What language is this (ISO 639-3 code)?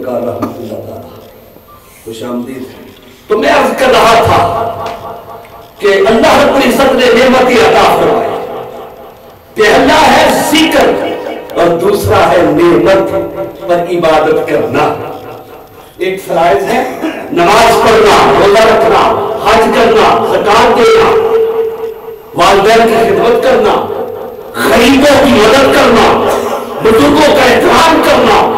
urd